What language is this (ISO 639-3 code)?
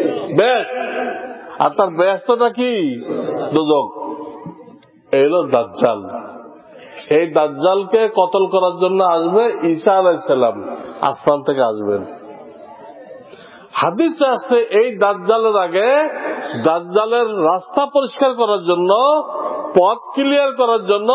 ben